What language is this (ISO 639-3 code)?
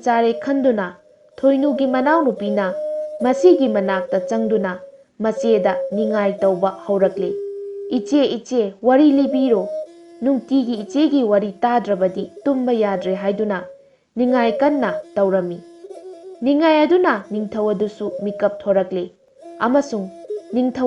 mni